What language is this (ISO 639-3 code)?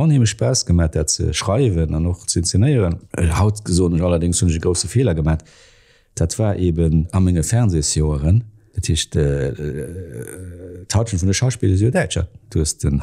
ltz